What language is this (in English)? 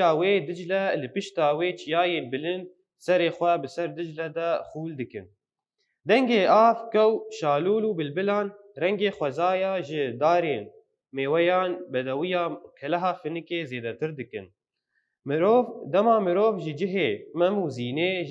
Kurdish